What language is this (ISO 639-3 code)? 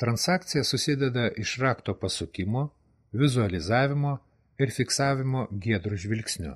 lit